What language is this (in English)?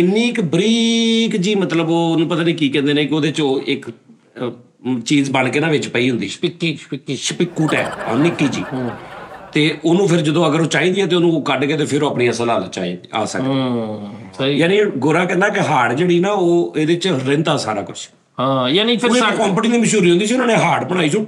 Punjabi